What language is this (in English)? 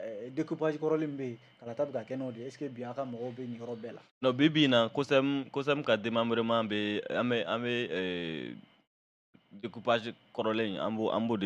Bambara